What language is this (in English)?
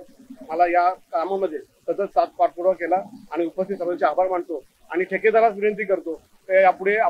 Marathi